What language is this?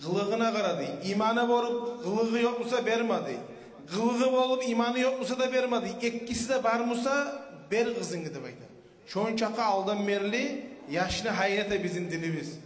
Kumyk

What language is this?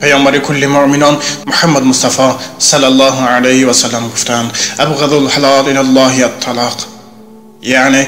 Tajik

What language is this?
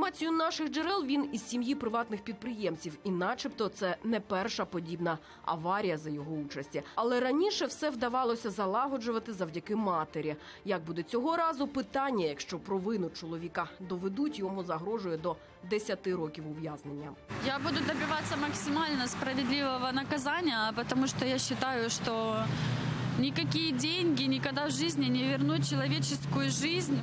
Ukrainian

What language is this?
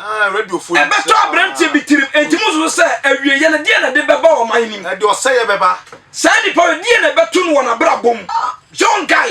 Akan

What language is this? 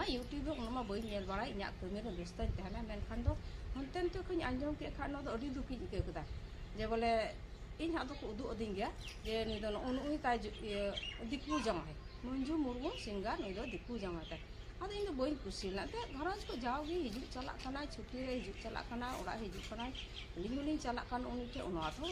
Santali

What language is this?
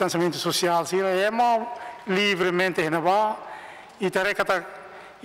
Tetum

